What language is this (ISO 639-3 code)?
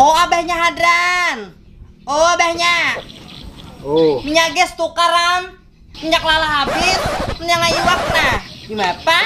bjn